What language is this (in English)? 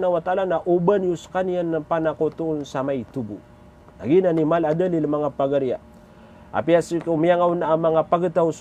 Maranao